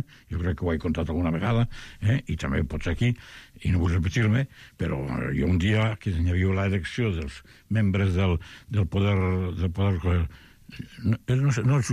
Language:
Catalan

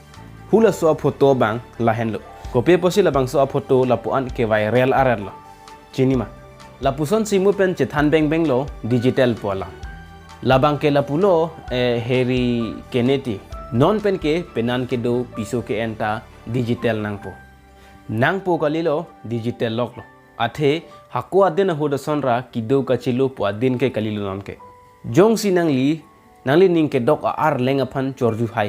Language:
Karbi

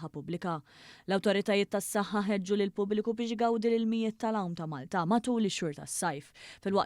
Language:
Maltese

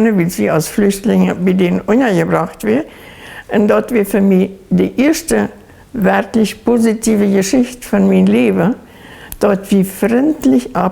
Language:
Plautdietsch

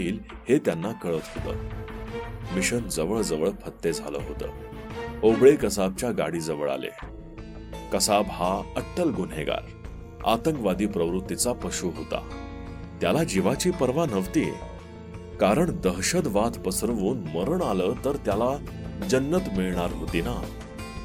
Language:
Marathi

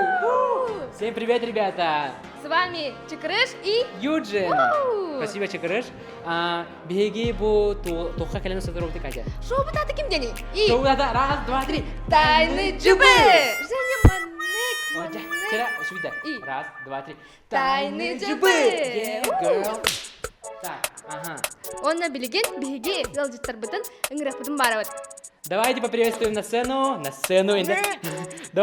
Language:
Yakut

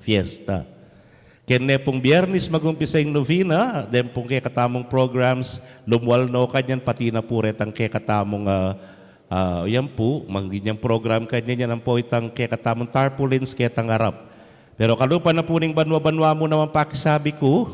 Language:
Pampanga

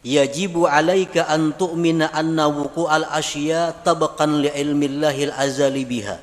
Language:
Banjar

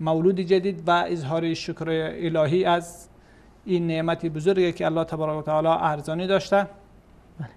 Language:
Persian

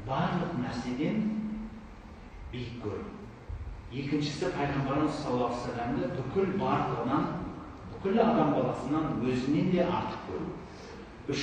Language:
Kazakh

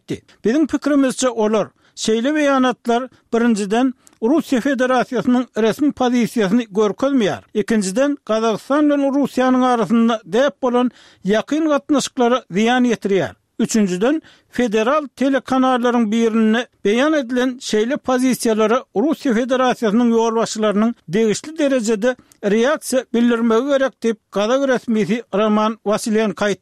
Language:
Turkmen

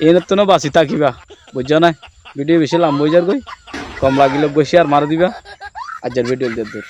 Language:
Rohingya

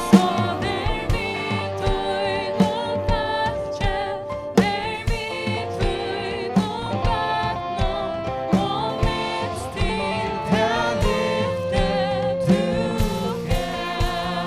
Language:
Faroese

